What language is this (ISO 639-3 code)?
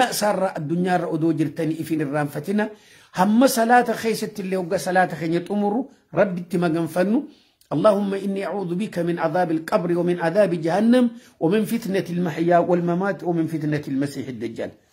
orm